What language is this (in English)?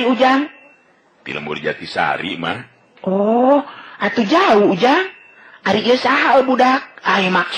Sundanese